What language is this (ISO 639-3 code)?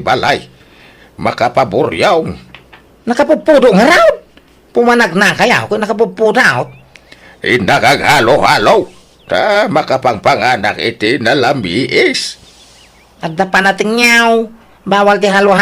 ilo